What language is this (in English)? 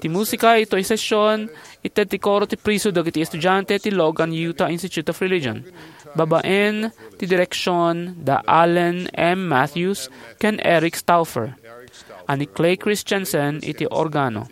Iloko